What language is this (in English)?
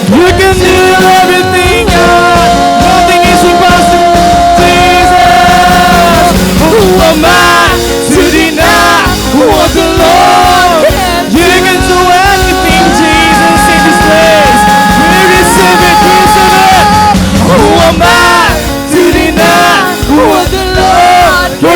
Waray